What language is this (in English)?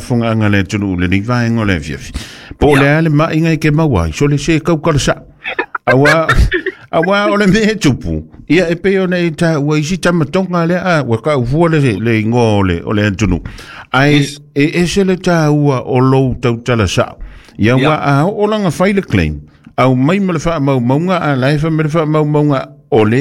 Samoan